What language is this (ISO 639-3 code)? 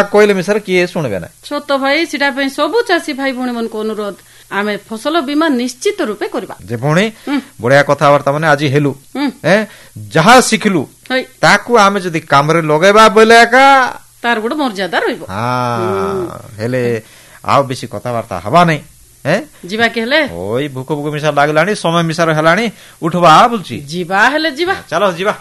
ori